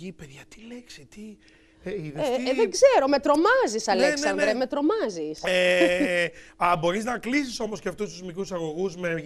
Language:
Greek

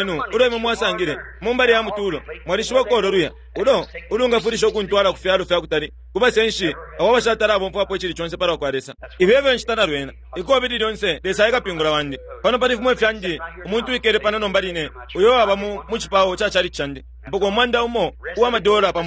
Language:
Bemba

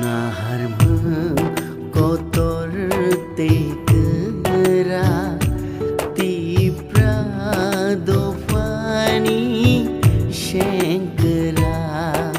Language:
Kok Borok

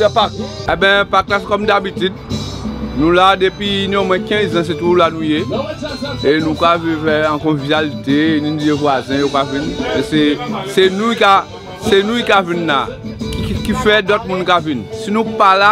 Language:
Guadeloupean Creole French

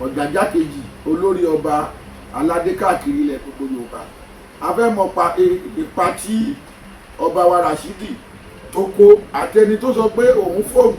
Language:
Yoruba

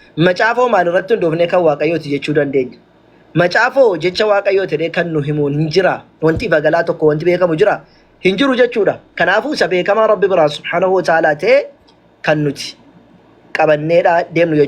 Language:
Oromo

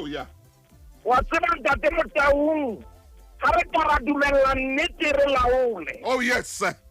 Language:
Southern Sotho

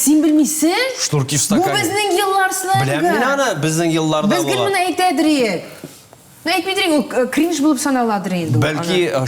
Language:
Tatar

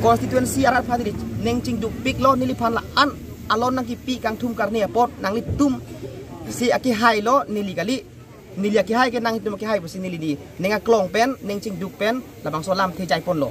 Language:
Karbi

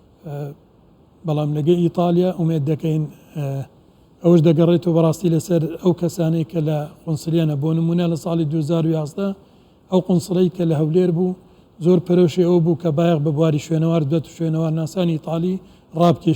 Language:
Central Kurdish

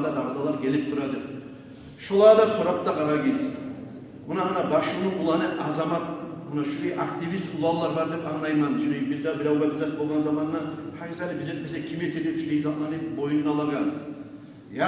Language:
Kumyk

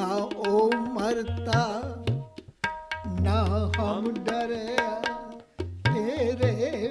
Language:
Punjabi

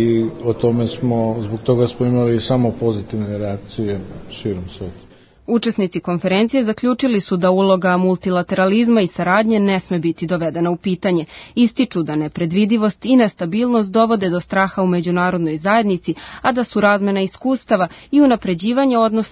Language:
Serbian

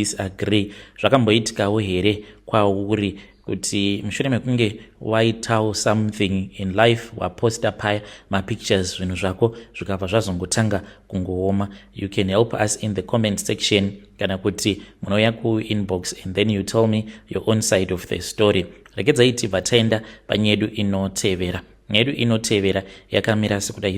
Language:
Shona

